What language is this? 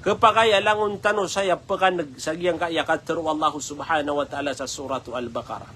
Maranao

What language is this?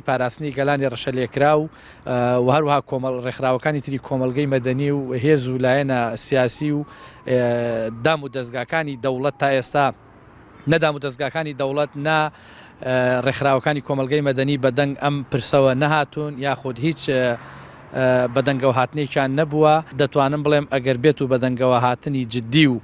Central Kurdish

